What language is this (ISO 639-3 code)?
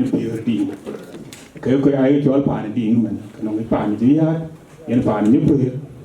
din